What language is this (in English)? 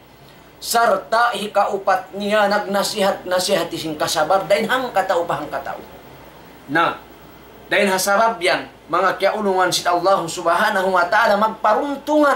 Tausug